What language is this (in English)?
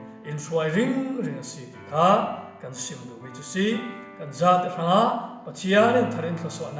Falam Chin